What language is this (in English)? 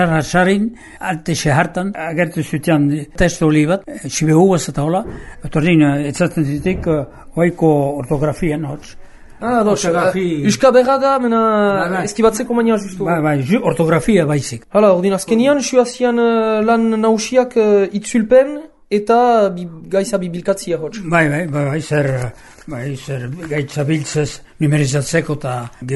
Basque